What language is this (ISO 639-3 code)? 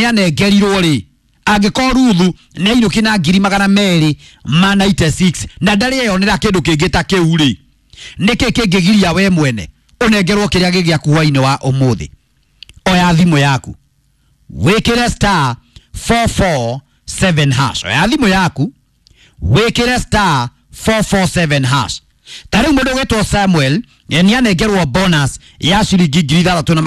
kik